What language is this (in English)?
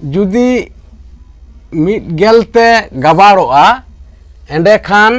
Santali